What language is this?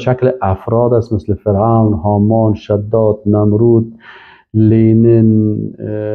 Persian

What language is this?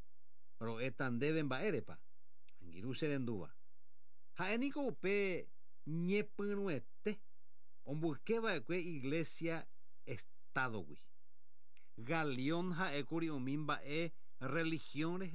Guarani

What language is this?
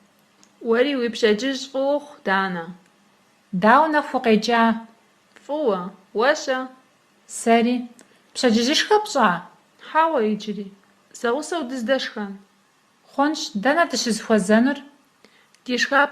Kabardian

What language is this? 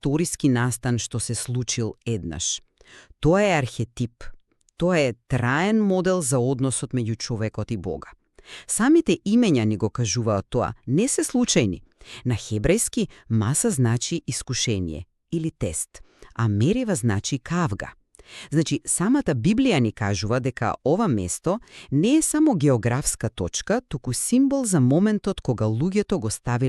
Macedonian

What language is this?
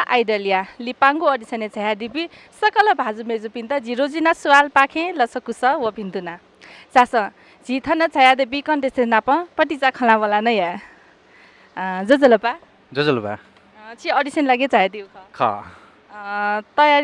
Newari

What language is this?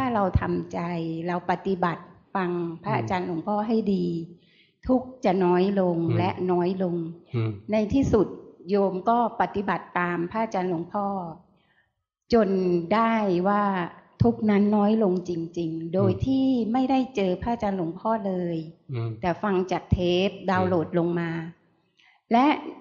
Thai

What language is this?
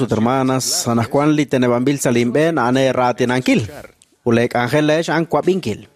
Kekchí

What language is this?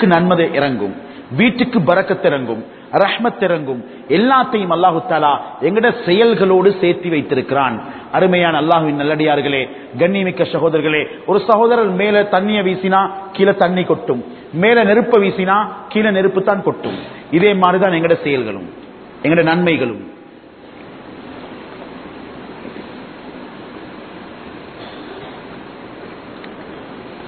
Tamil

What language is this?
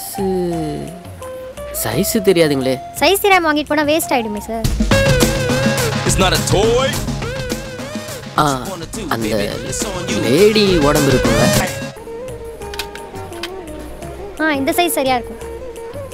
Tamil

